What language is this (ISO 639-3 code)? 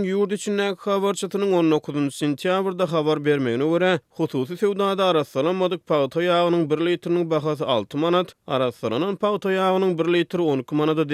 tuk